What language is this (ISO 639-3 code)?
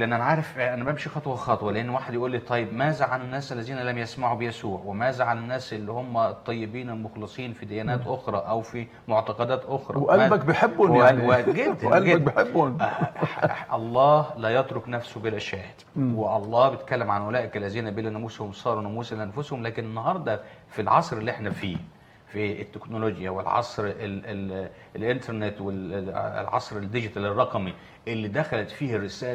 arz